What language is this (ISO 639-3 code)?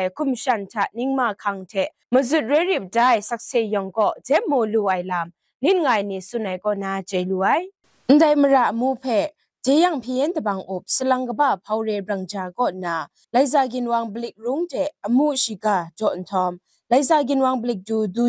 kac